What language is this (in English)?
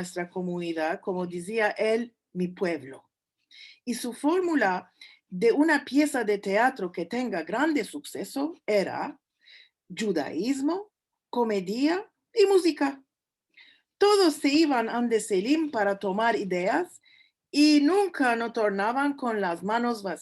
Ladino